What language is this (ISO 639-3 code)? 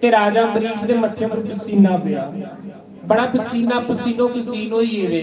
doi